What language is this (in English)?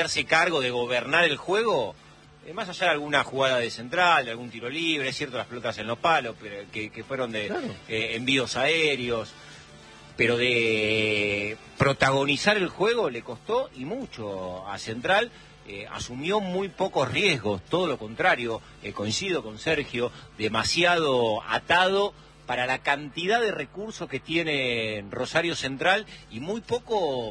Spanish